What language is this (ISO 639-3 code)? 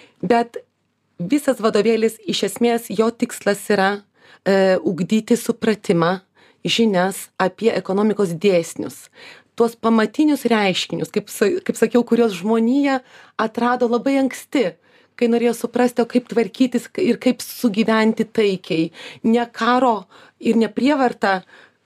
lit